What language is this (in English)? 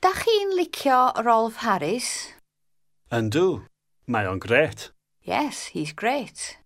Welsh